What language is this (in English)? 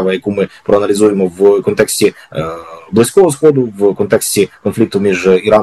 Ukrainian